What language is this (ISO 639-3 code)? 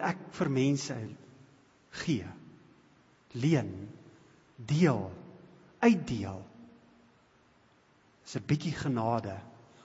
afr